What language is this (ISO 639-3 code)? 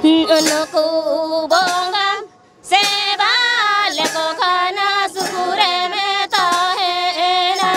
sat